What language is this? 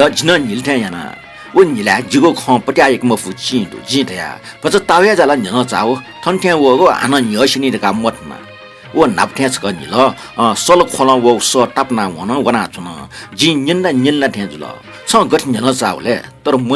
Newari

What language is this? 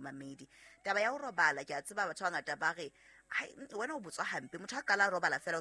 Southern Sotho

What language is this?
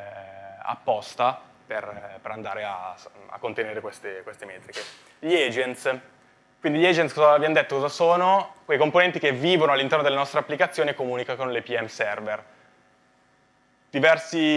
Italian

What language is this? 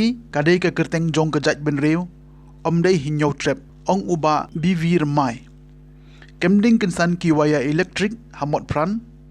Khasi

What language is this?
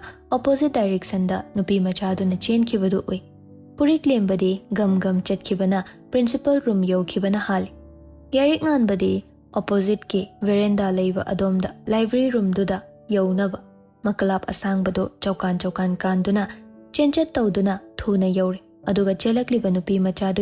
Manipuri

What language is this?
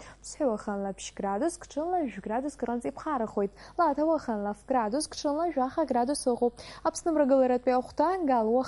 Abkhazian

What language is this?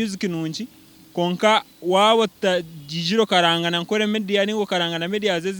Nyankole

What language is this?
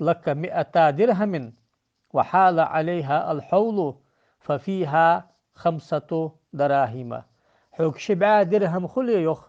Ingush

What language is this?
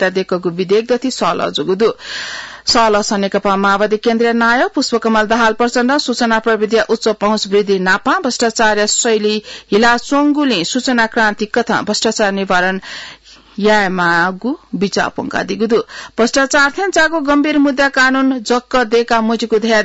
Newari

